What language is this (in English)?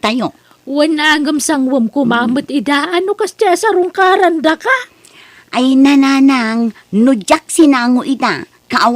Iloko